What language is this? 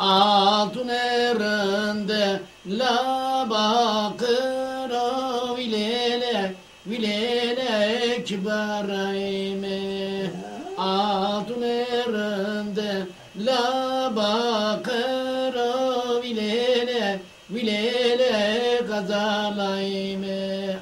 Zaza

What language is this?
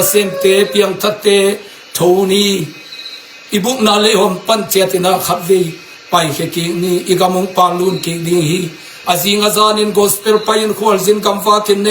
Tedim Chin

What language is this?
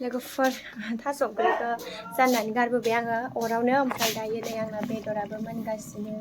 Bodo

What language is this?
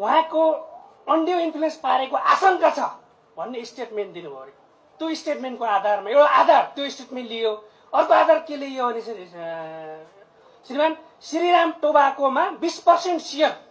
Nepali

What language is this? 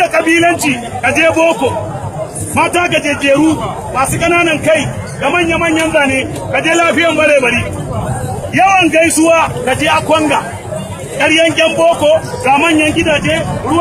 Hausa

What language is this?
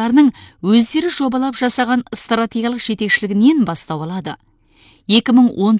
Kazakh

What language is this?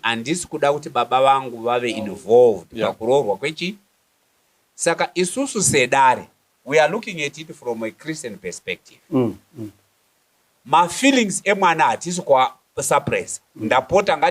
Shona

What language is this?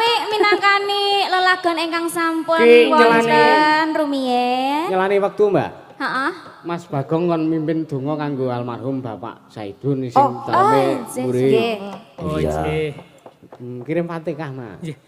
Javanese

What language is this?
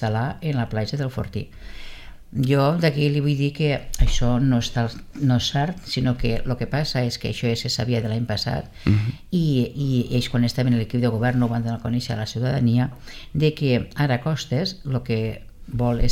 Catalan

